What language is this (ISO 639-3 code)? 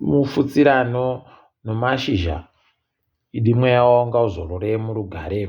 ndc